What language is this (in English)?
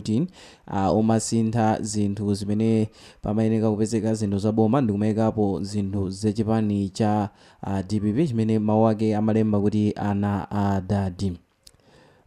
Nyanja